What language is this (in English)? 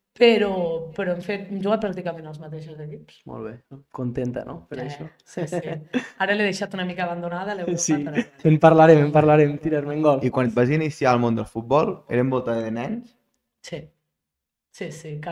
Catalan